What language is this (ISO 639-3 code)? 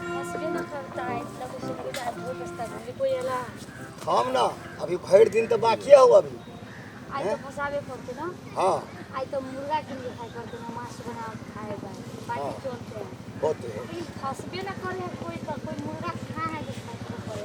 mai